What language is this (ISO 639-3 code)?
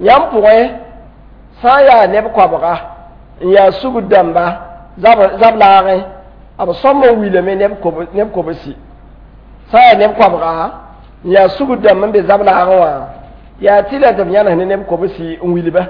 mos